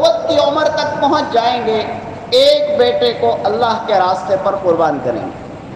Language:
Urdu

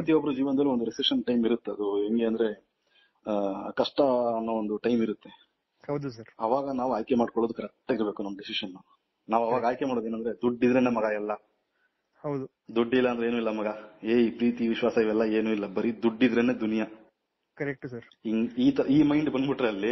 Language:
Kannada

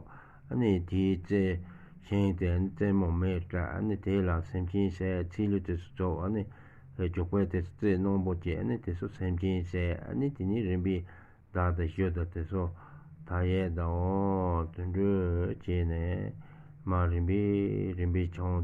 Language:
Tibetan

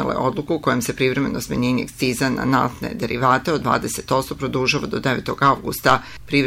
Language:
Serbian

